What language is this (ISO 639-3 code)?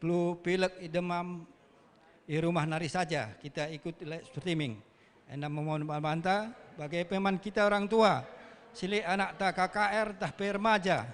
btx